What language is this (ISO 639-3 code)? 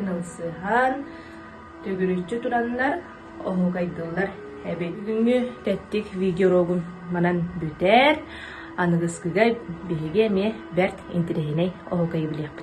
sah